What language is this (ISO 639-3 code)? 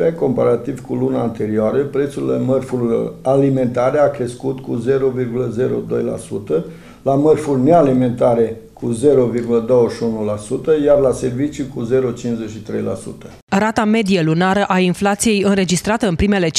ron